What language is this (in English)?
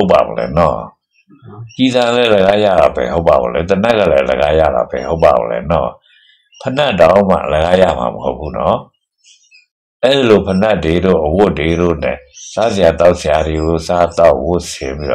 Burmese